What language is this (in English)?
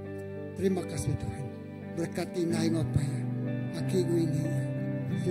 Iban